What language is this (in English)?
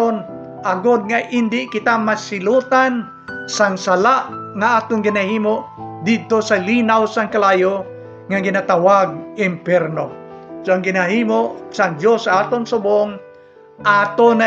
Hiligaynon